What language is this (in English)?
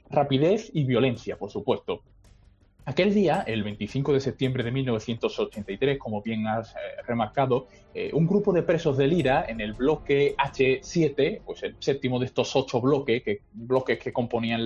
Spanish